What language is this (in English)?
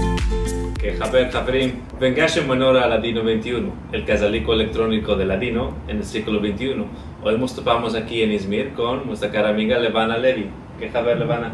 Ladino